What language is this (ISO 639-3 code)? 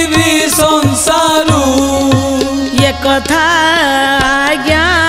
ori